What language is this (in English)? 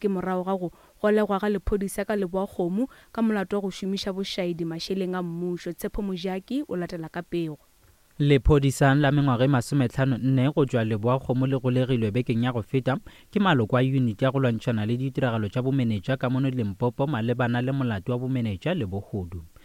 Northern Sotho